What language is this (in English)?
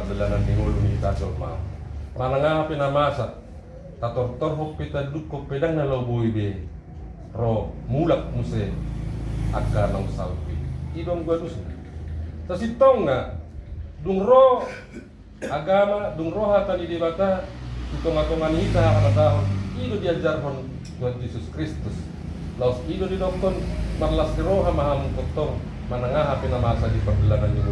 Batak Toba